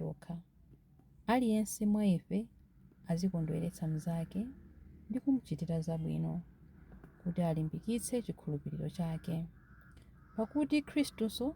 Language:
Nyanja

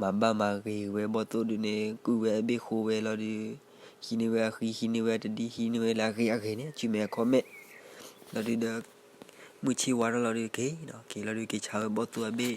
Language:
S'gaw Karen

